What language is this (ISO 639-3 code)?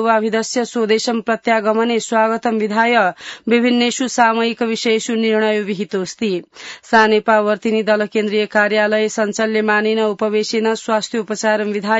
san